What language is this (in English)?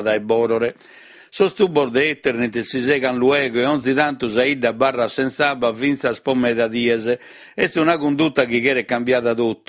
Sardinian